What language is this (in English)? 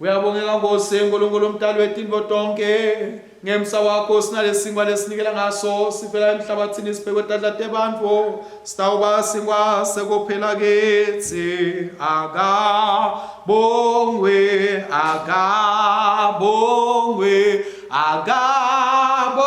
Swati